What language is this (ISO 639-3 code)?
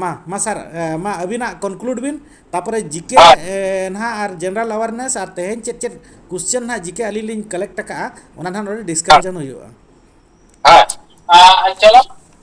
sat